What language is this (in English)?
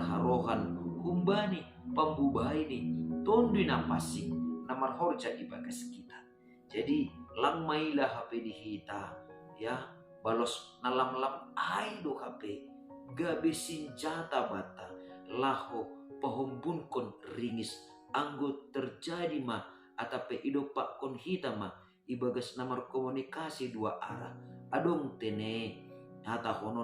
Batak Simalungun